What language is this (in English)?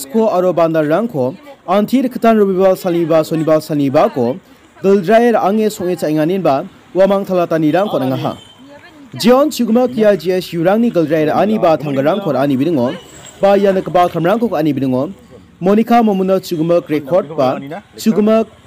Garo